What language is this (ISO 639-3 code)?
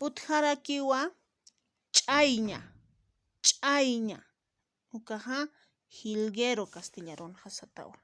aym